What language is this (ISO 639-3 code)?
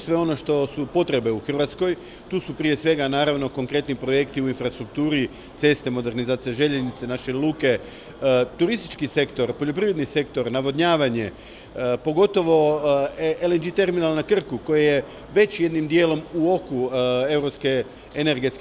hrv